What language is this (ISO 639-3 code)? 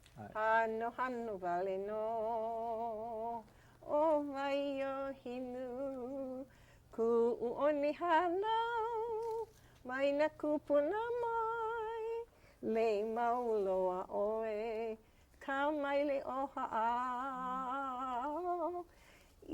haw